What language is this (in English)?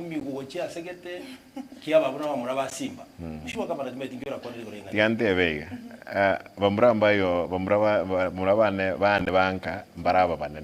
Gusii